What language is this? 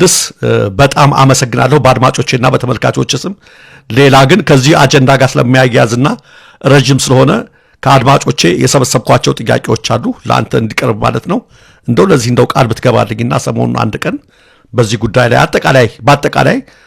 Amharic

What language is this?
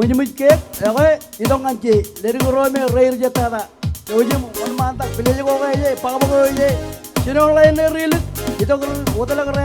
Marshallese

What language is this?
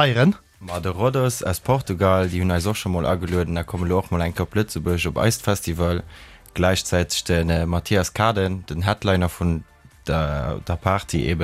Luxembourgish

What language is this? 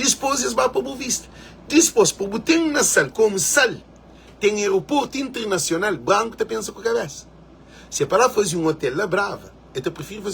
Kabuverdianu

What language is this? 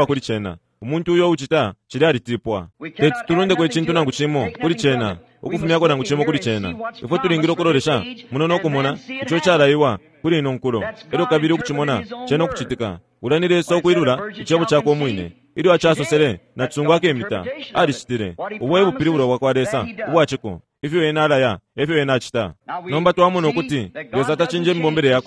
Bemba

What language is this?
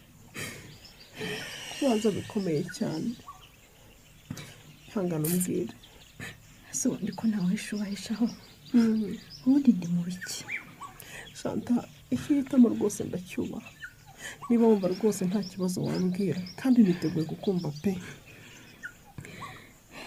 Kinyarwanda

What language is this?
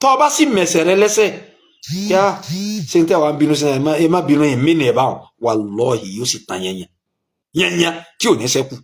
Yoruba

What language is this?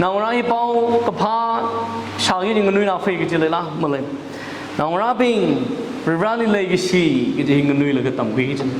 Tangkhul Naga (India)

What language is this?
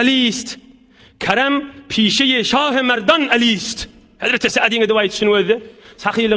Turkmen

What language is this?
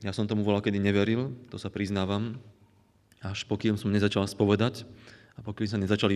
Slovak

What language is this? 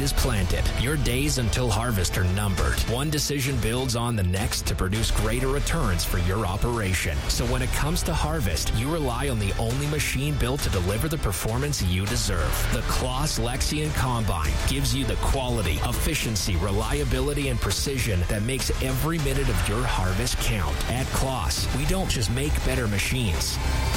English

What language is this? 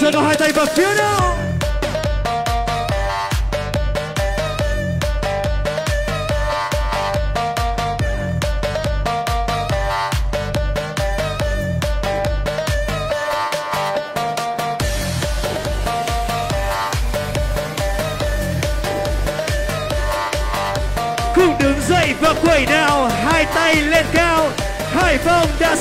Vietnamese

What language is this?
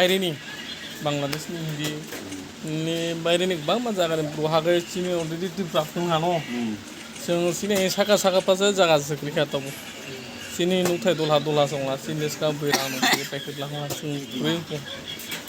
Kok Borok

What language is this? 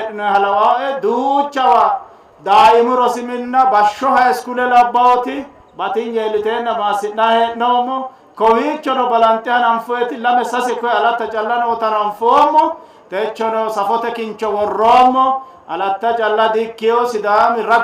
Sidamo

